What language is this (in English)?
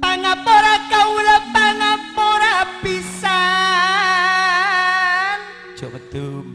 Madurese